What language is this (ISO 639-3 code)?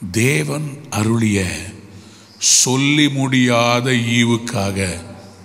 tam